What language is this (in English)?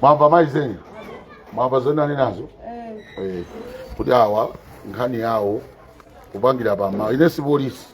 Nyanja